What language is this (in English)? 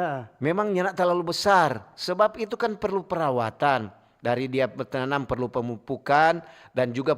Manado Malay